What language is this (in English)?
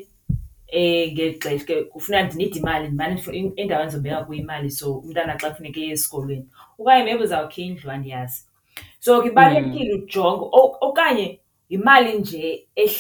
Xhosa